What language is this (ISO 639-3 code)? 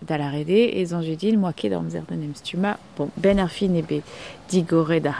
bre